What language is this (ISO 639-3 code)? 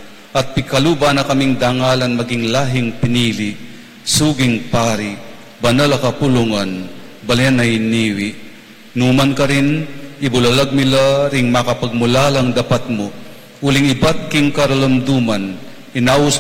pam